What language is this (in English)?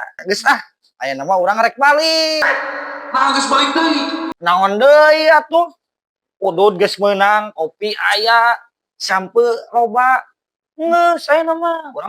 Sundanese